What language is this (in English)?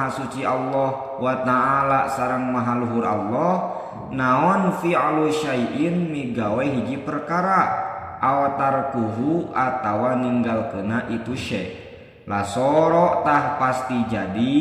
Sundanese